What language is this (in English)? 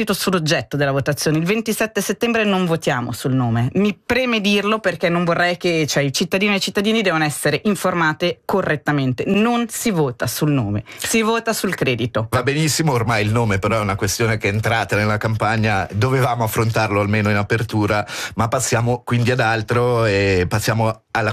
Italian